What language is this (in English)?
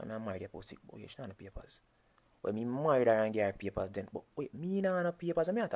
Jamaican Creole English